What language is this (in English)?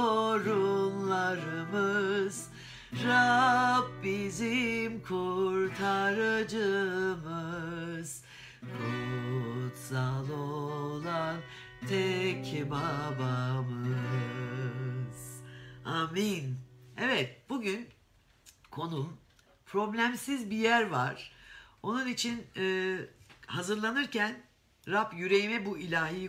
Turkish